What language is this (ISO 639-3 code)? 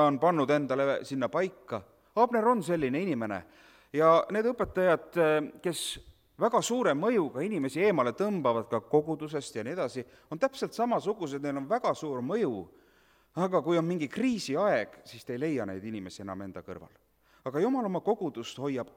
est